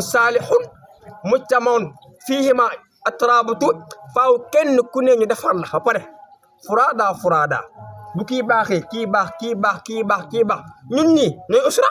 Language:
Wolof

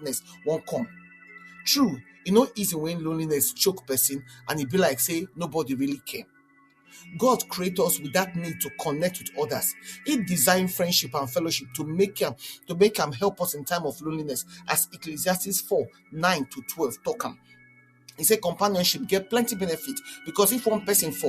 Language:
Nigerian Pidgin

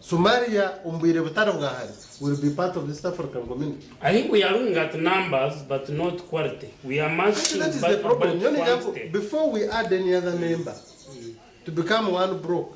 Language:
Nyankole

